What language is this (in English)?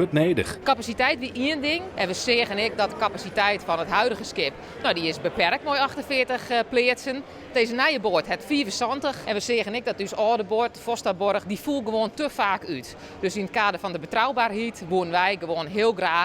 Western Frisian